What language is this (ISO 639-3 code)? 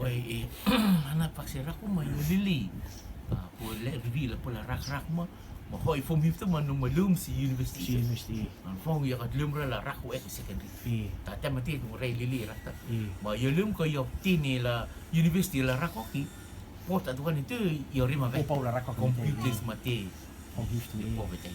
rtm